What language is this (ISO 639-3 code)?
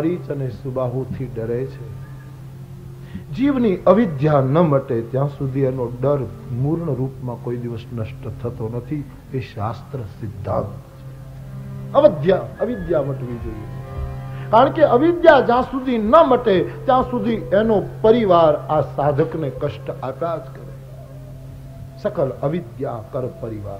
guj